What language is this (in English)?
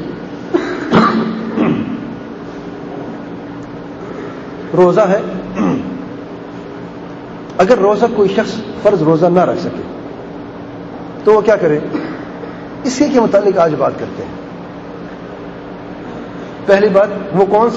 Urdu